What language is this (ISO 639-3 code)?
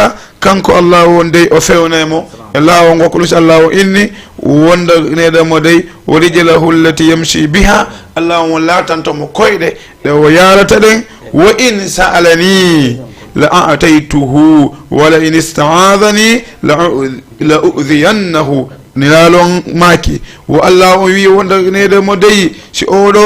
ful